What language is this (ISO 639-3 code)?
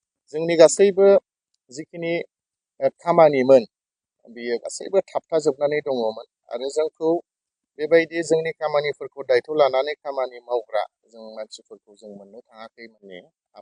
brx